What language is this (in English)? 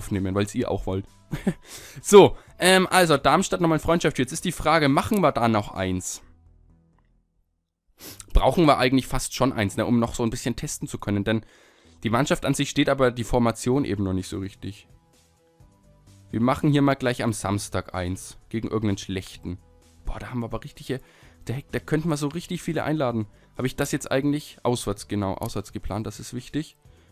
German